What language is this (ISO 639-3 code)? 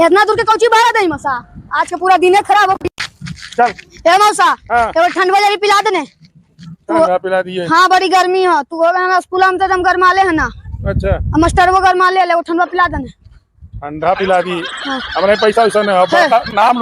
mag